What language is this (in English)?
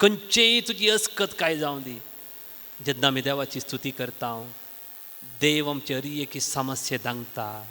Konkani